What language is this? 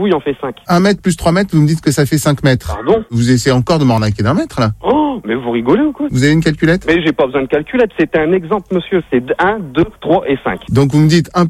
French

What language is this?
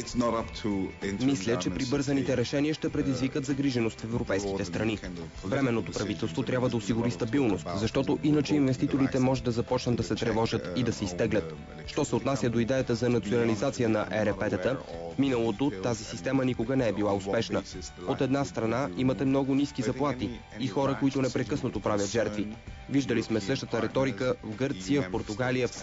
Bulgarian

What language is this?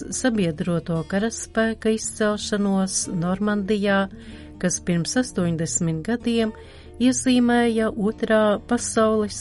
Latvian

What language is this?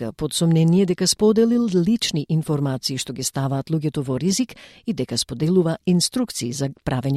Macedonian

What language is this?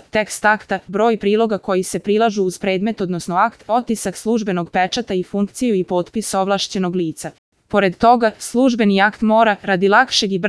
Serbian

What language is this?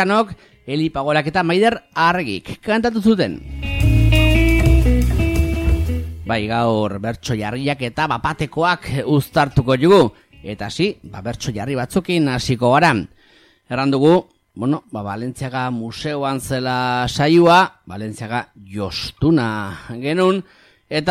Basque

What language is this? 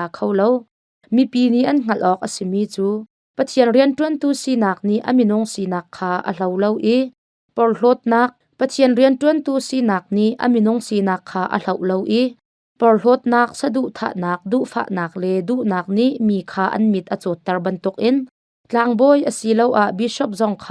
Hakha Chin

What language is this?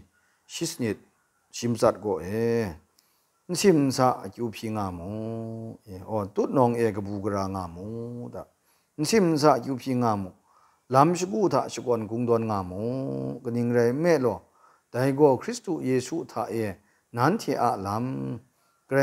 Kachin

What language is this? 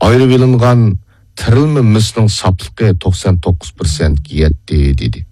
Uyghur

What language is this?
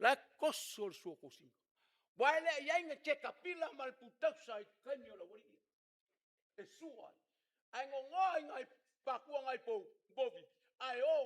Samoan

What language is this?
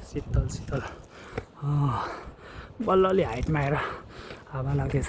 Nepali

